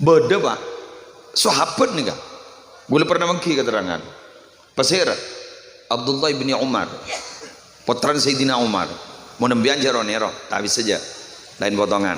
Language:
Madurese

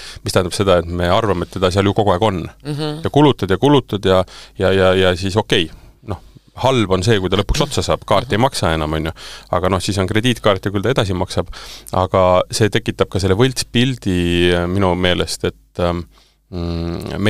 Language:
Estonian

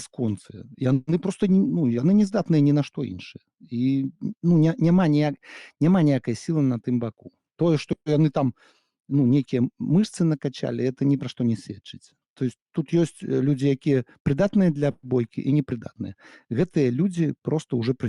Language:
Belarusian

